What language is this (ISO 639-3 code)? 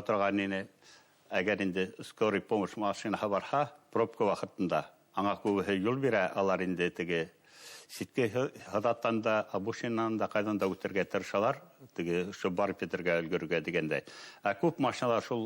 bak